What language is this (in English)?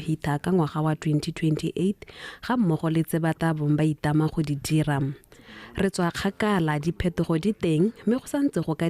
Tswana